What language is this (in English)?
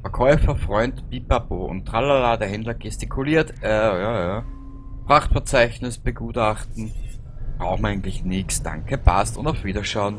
Bavarian